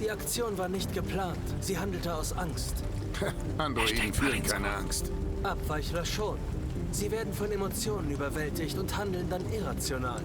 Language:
Bavarian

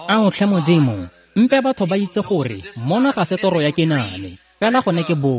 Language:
Tswana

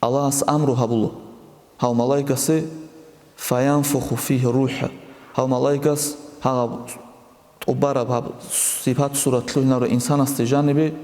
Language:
Avaric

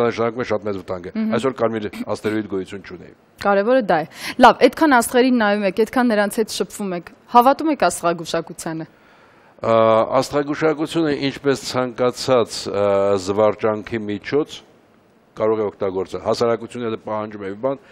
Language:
Armenian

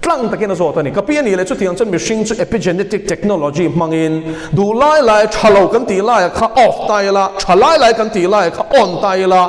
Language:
Mizo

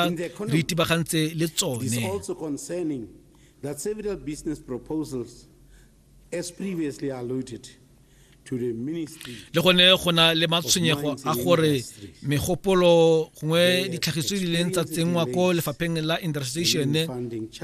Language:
Tswana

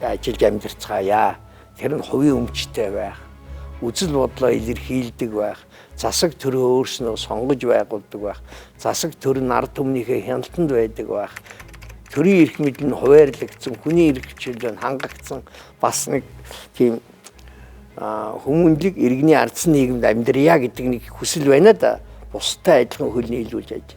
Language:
Mongolian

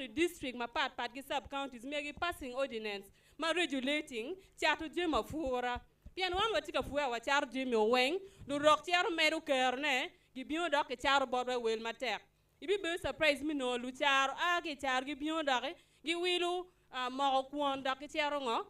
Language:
Acoli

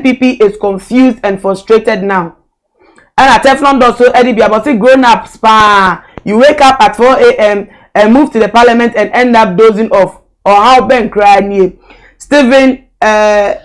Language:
Akan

